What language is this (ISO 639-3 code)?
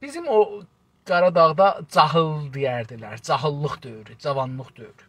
azb